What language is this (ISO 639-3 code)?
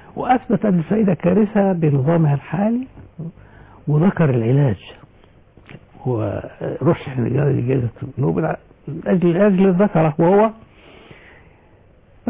ara